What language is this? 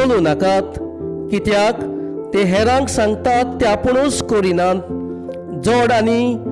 Konkani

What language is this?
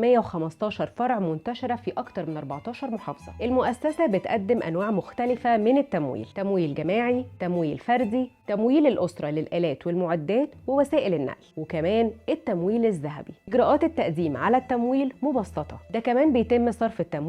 Egyptian Arabic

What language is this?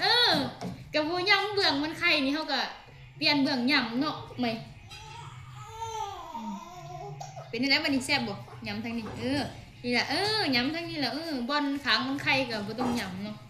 Lao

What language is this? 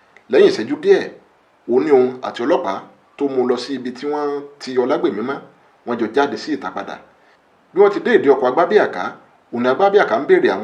Yoruba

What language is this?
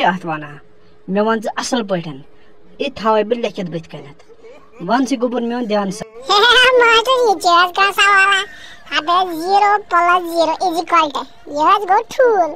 Kashmiri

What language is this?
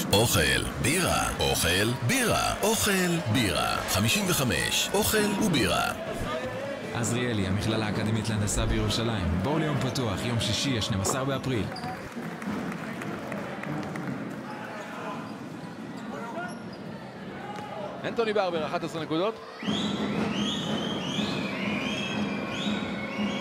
Hebrew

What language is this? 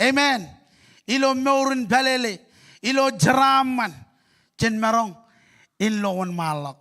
Marshallese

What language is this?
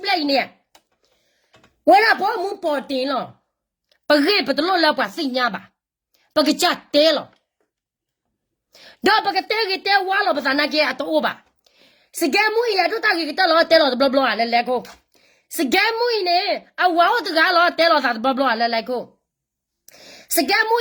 S'gaw Karen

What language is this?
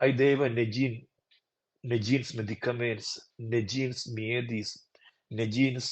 Romansh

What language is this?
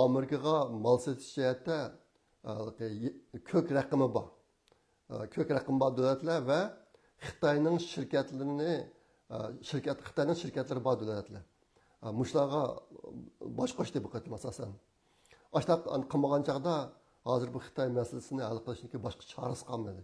Uyghur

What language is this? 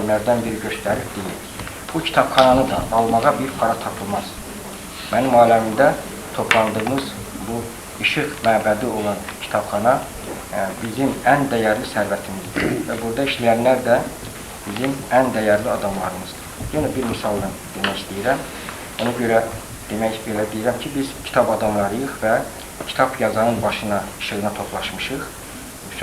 Azerbaijani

